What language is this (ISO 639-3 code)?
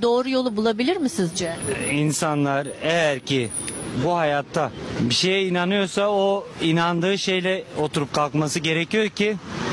tur